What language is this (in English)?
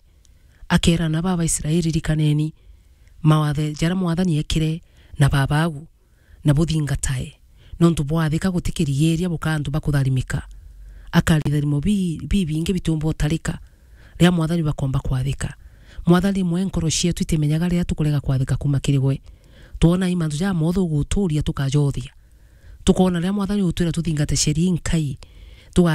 Meru